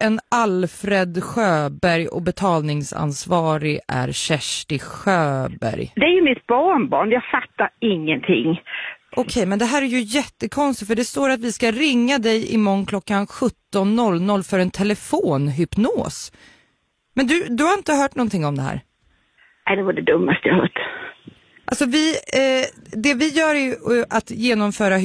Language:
Swedish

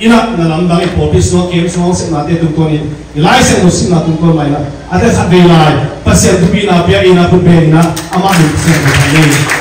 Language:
Tedim Chin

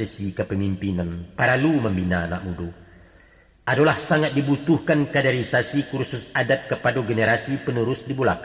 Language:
Minangkabau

